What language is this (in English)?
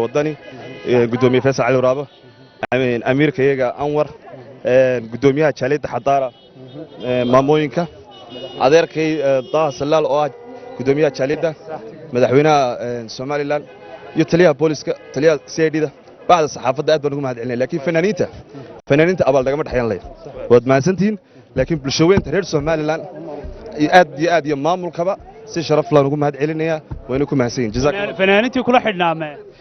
Somali